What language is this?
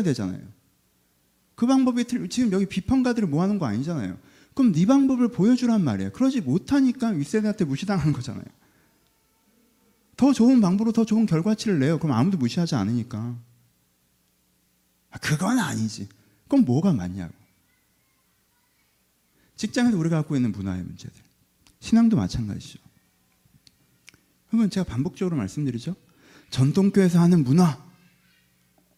Korean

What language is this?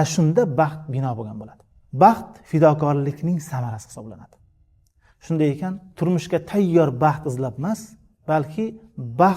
Uzbek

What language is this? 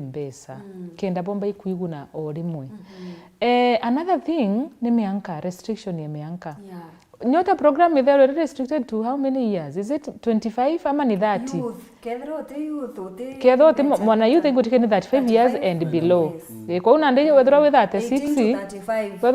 Meru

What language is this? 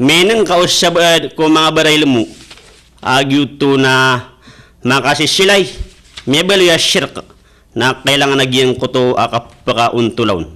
Maranao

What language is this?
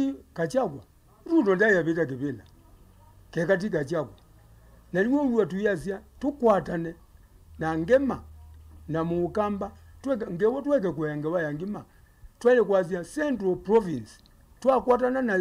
Kamba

